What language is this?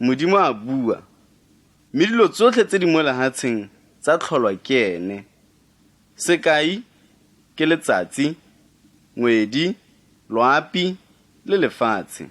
Tswana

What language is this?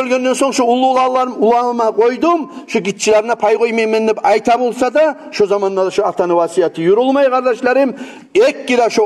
Kumyk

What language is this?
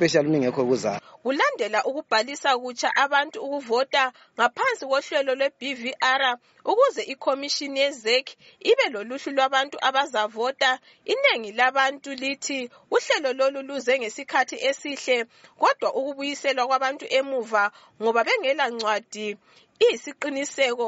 North Ndebele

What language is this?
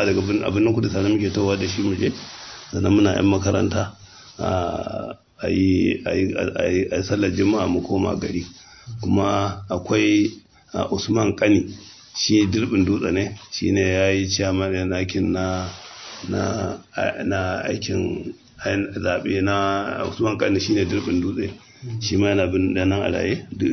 Hausa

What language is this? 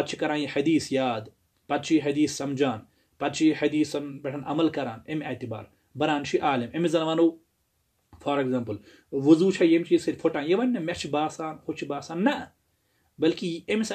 Kashmiri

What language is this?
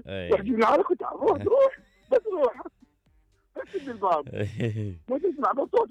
Mesopotamian Arabic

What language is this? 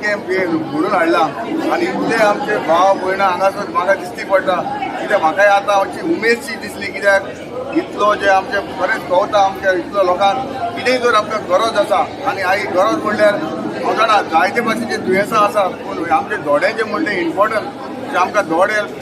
Konkani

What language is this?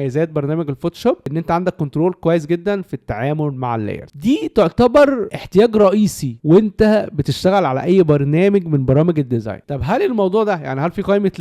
Egyptian Arabic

